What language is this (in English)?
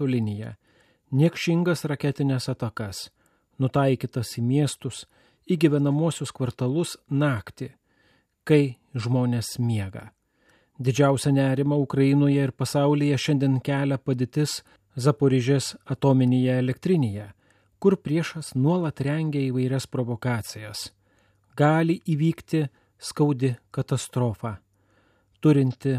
Lithuanian